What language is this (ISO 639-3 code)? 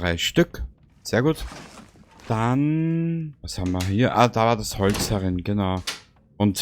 bar